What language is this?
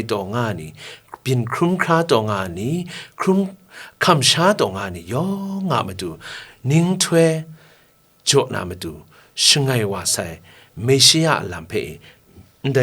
Kachin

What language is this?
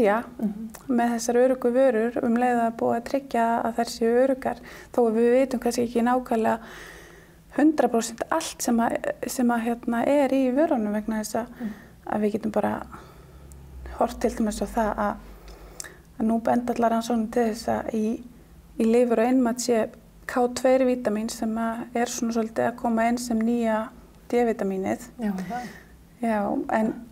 Icelandic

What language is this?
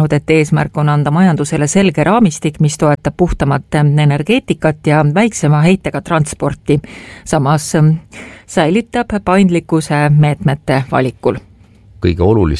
Estonian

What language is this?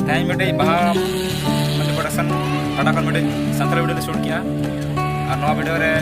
Santali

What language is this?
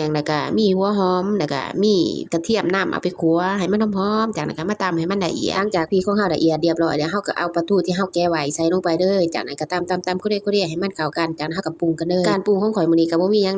Lao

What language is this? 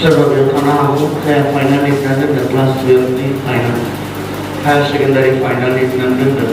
Bodo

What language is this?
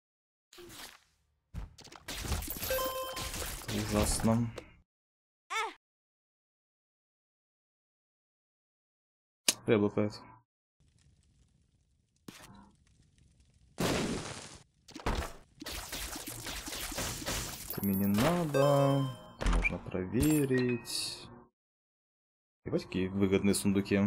Russian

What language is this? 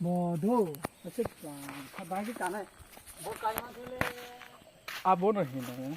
Kok Borok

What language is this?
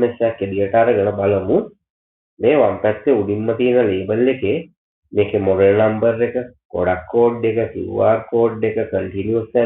Sinhala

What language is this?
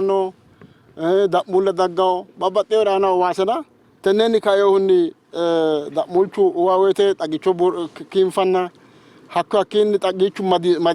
Sidamo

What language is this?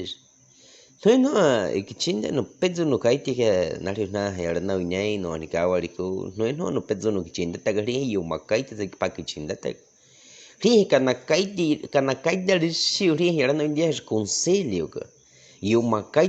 Baniwa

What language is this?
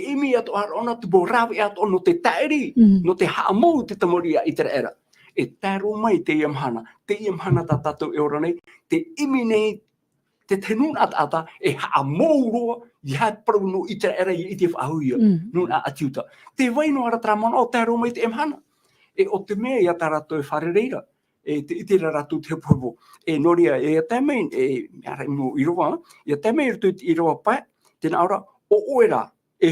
Tahitian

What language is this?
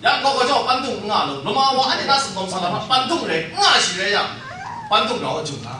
Kachin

